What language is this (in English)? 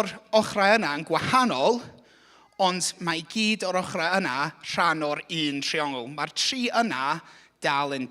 Welsh